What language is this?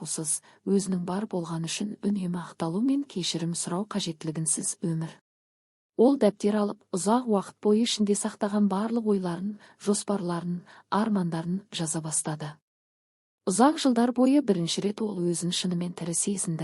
Kazakh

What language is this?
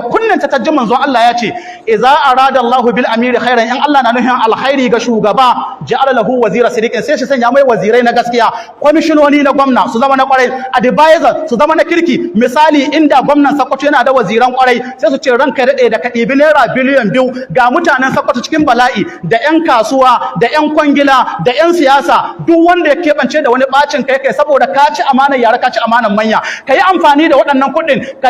Hausa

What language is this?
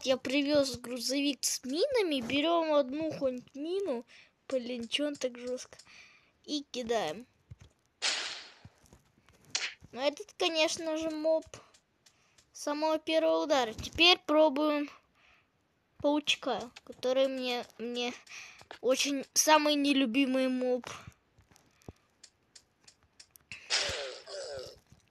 Russian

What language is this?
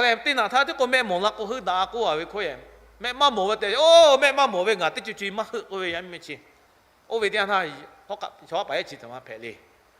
Lahu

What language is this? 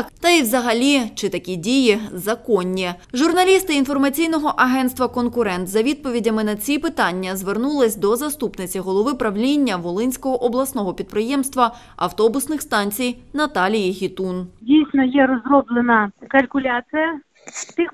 Ukrainian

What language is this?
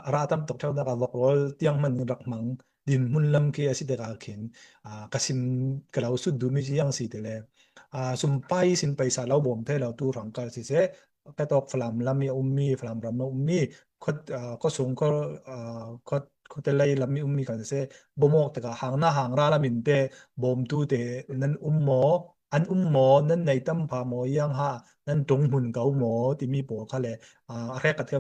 Falam Chin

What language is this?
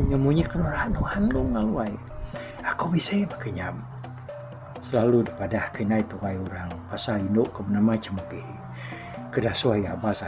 Iban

